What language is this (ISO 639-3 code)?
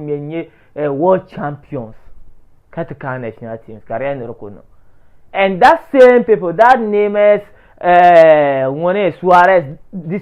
dag